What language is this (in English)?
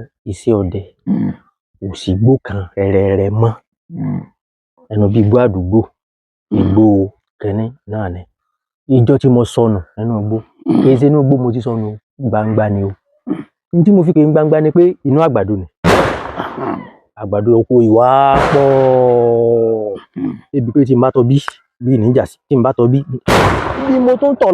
Yoruba